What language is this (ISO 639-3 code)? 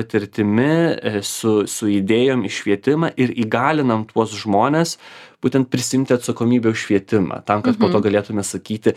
lit